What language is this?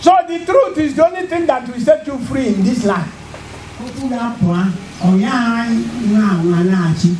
Igbo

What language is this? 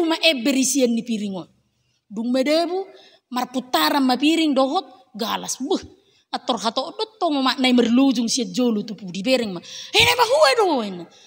Batak Toba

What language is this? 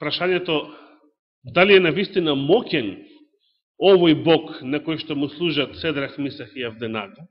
Macedonian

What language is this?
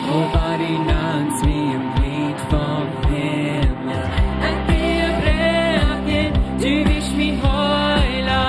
Plautdietsch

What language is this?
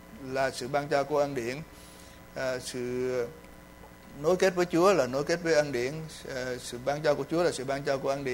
Vietnamese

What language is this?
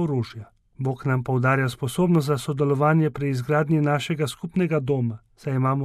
Slovenian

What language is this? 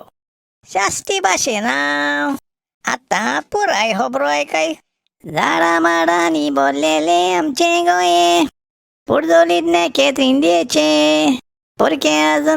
Konkani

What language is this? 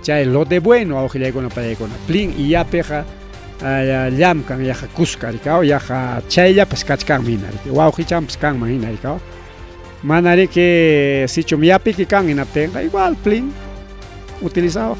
Ayacucho Quechua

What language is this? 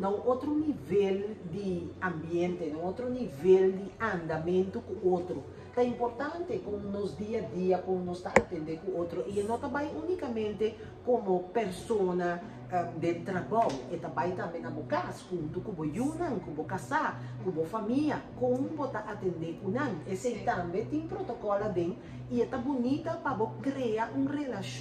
Papiamento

